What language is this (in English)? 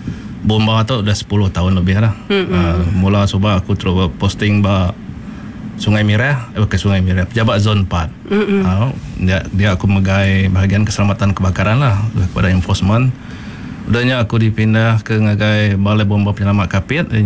Iban